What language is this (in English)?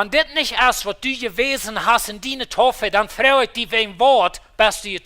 Plautdietsch